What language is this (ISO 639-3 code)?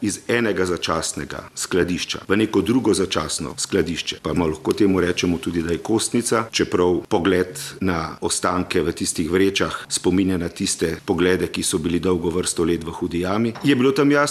slv